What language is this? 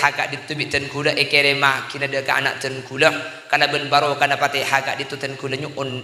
Madurese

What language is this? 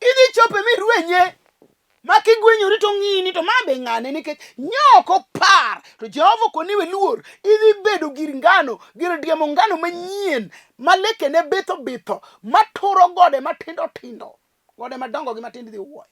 Luo (Kenya and Tanzania)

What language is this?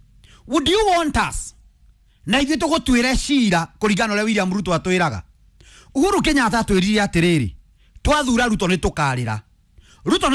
Kikuyu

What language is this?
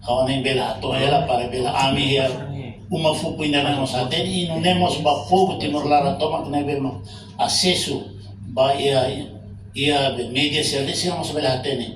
Tetum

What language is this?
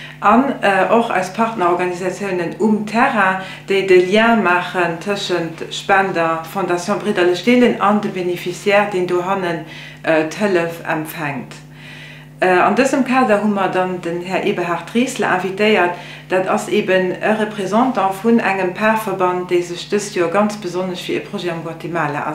Luxembourgish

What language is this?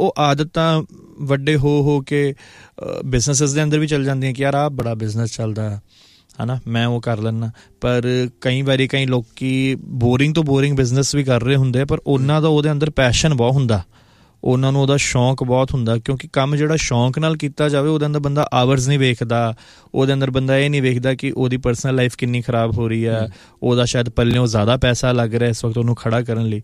Punjabi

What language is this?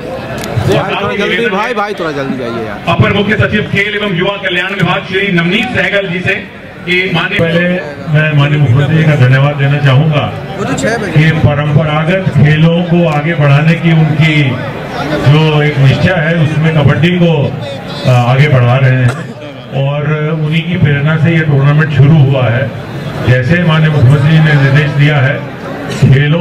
Hindi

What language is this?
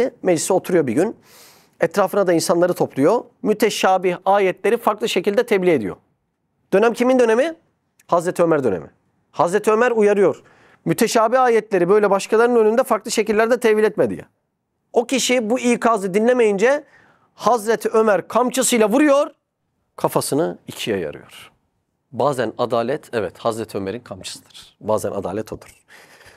Turkish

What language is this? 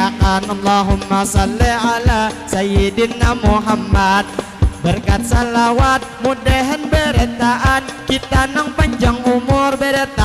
Banjar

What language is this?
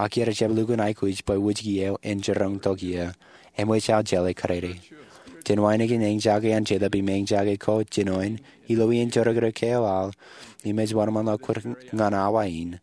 Marshallese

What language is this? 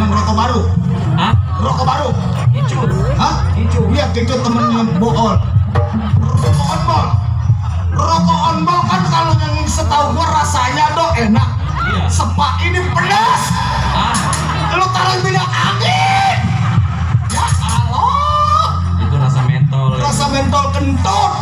Betawi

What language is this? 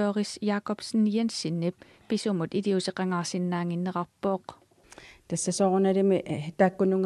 Kalaallisut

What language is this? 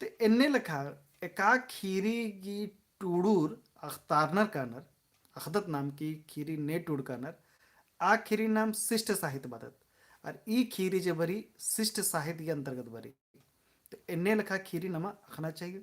Kurukh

